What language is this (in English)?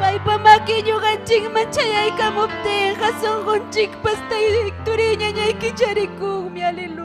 Ayacucho Quechua